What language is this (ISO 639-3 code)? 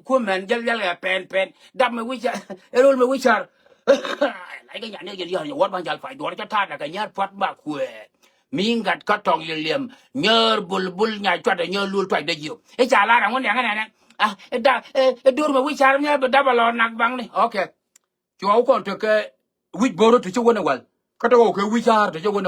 nus